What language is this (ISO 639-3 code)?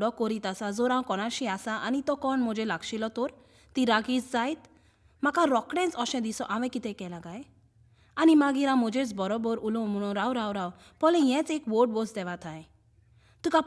kok